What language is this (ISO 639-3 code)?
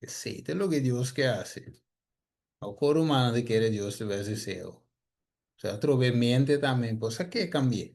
pap